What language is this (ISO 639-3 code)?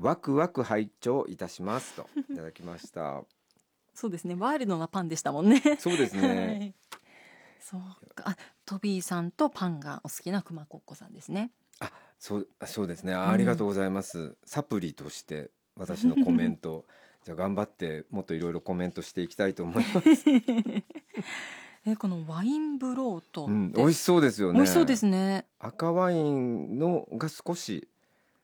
jpn